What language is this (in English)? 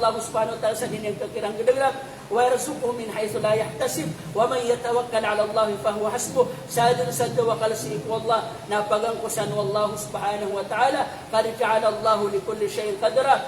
Maranao